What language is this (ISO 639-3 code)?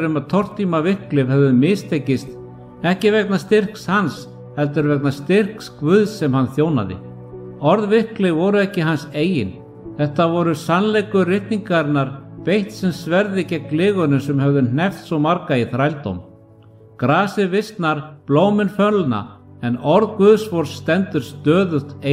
isl